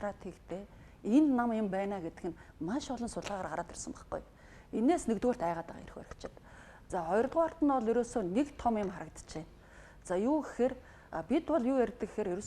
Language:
Mongolian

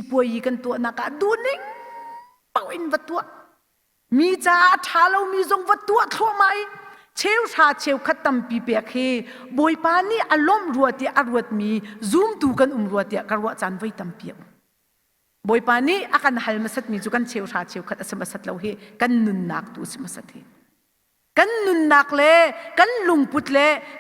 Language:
Hakha Chin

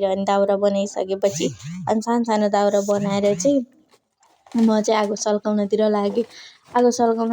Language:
Nepali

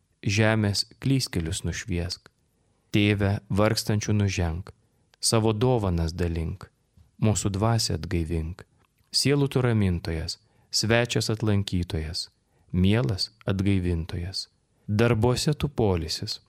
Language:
Lithuanian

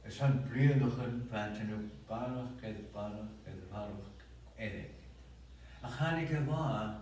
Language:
Scottish Gaelic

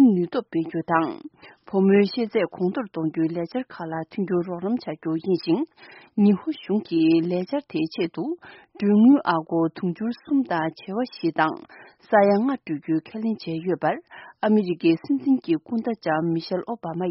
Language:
Tibetan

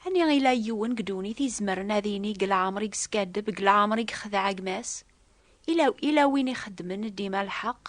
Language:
Kabyle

